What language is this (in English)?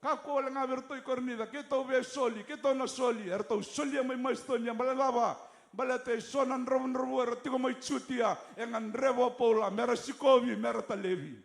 Fijian